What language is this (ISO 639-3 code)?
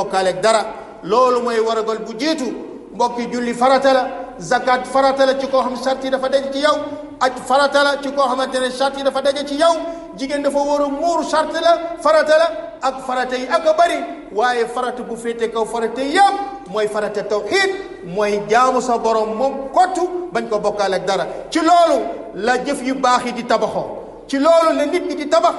wol